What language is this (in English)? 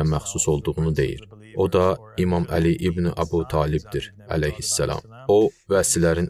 Azerbaijani